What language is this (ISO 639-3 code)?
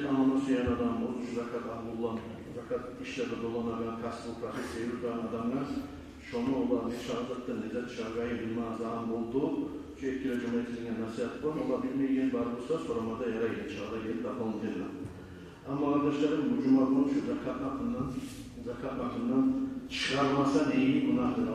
kum